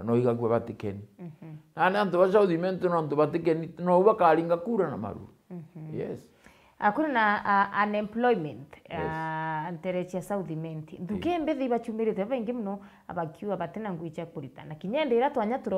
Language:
Meru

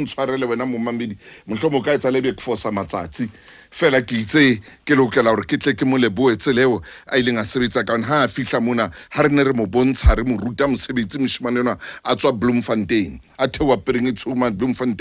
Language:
Southern Sotho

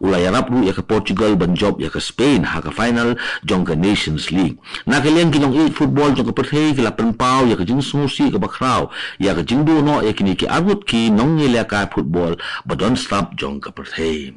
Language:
Khasi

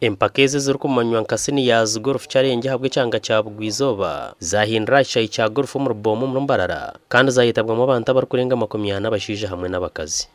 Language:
Nyankole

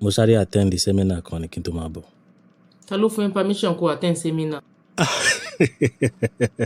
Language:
Yoruba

